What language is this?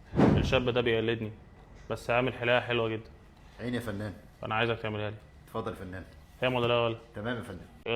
Egyptian Arabic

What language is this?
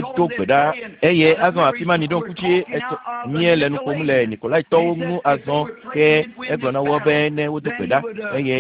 Ewe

